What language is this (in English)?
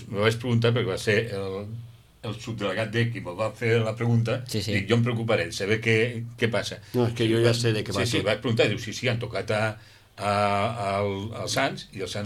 Catalan